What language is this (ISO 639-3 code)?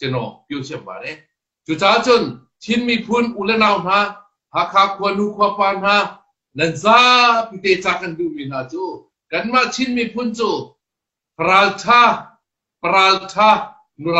cnh